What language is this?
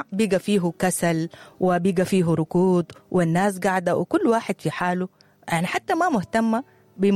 Sudanese Arabic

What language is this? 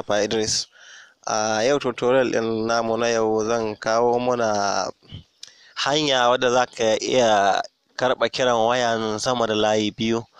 Hausa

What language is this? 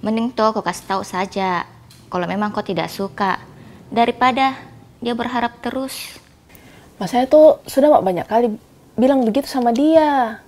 Makassar Malay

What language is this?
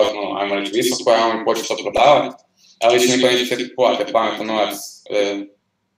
Croatian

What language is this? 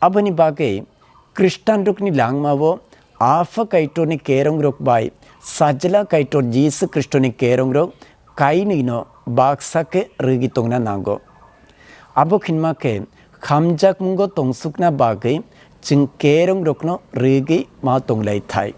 Kok Borok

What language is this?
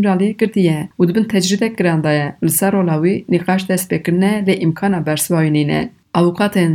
Kurdish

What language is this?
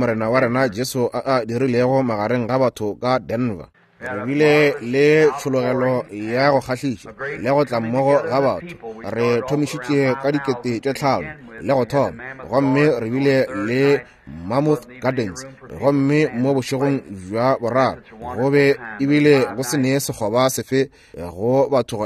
Northern Sotho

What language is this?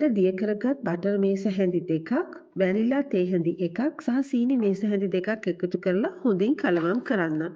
Sinhala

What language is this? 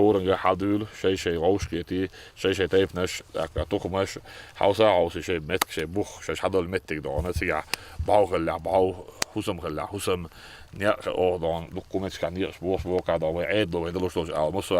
Chechen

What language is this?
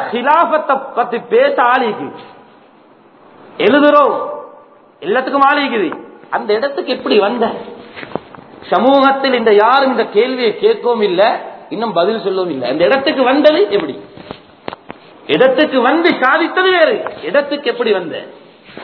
Tamil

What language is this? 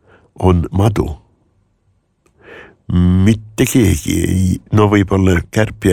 Estonian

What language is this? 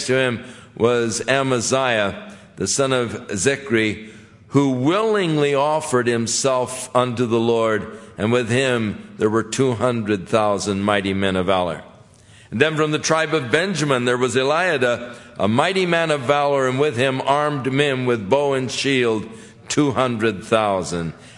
English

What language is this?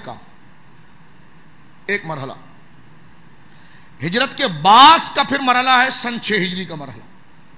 Urdu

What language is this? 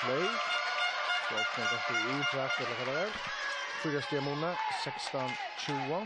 Faroese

